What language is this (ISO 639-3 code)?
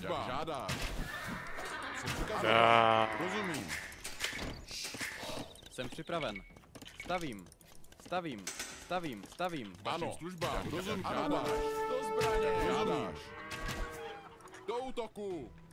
ces